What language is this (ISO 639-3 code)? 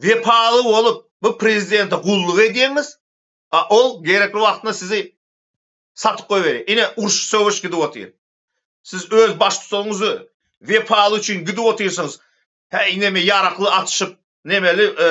tuk